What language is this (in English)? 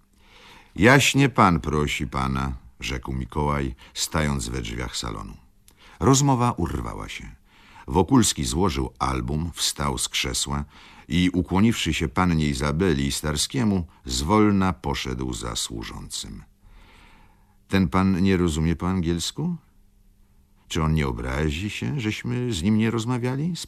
Polish